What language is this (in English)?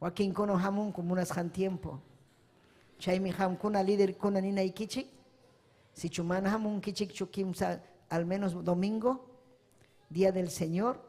Ayacucho Quechua